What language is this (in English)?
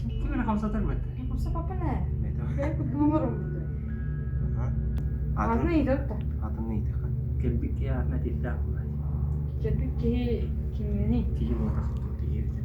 Yakut